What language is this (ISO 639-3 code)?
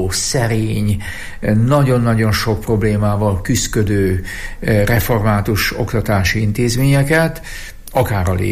hun